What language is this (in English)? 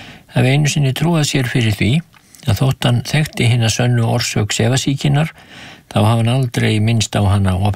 Icelandic